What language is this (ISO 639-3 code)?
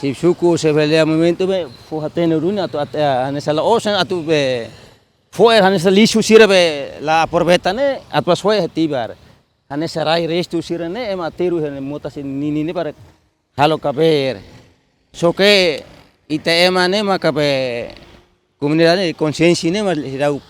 tet